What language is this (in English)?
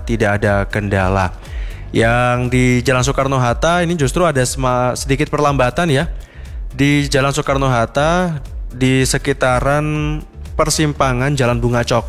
Indonesian